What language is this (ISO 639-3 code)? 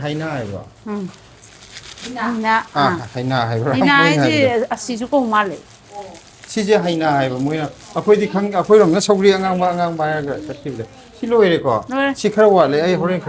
mni